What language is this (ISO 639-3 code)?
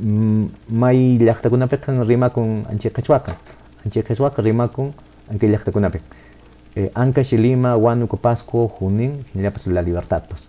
que